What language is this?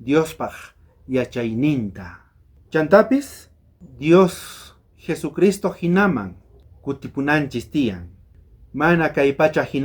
South Bolivian Quechua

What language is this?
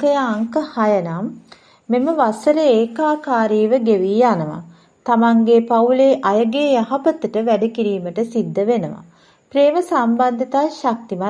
Sinhala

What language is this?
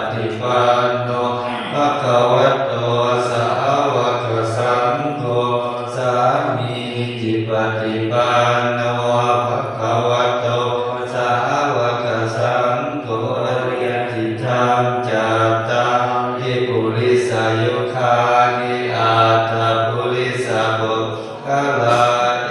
Pali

